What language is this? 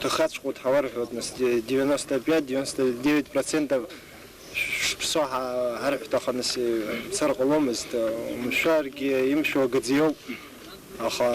Abkhazian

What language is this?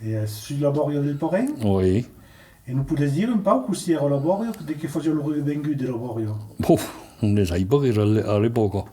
Occitan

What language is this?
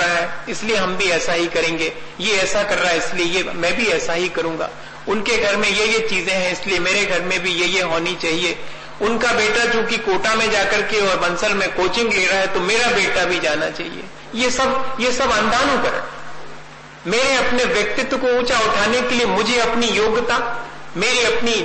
Hindi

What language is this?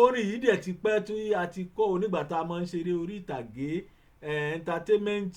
Yoruba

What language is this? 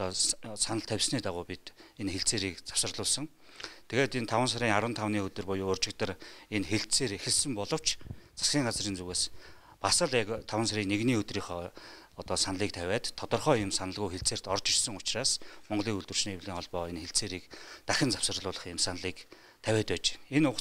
Mongolian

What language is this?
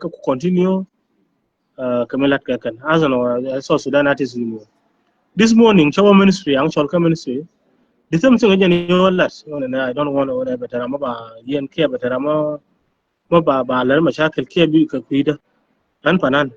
Nuer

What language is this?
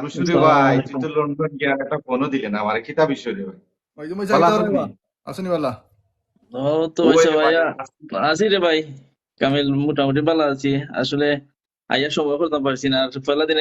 Sylheti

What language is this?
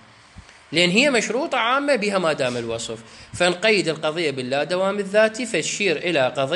Mesopotamian Arabic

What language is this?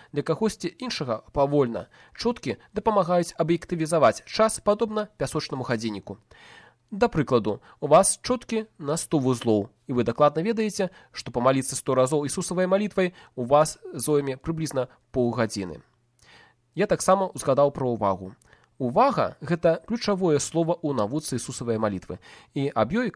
Belarusian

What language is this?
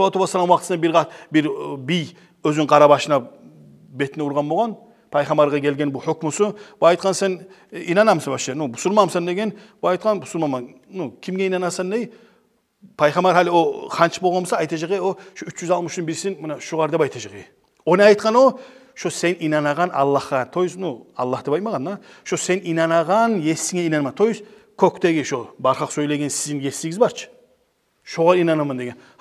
Kumyk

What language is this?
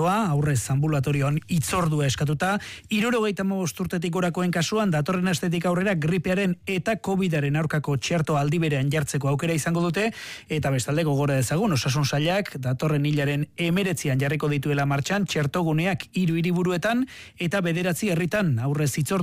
Basque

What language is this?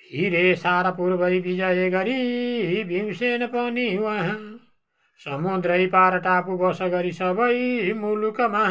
Nepali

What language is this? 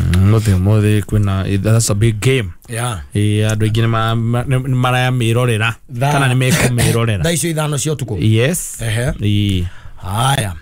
Kikuyu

